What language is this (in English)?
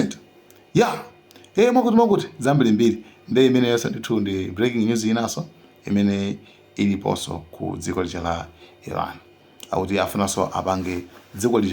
Nyanja